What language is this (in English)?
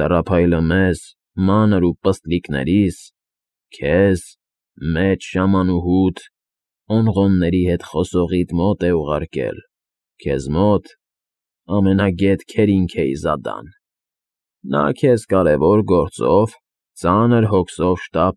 Armenian